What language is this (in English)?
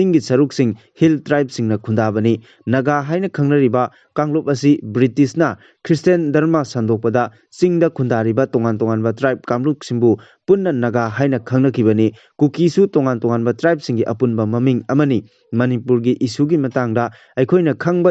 Manipuri